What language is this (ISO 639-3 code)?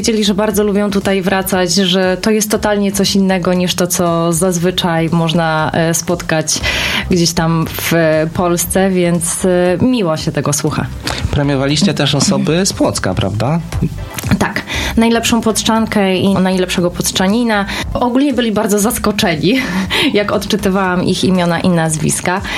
pol